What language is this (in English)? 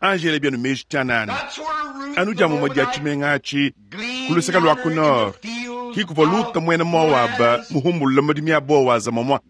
Luba-Lulua